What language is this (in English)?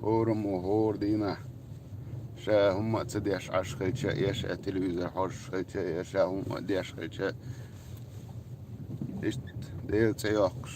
Chechen